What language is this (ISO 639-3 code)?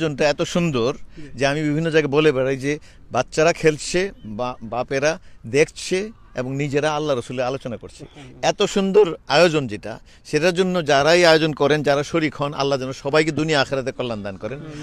syl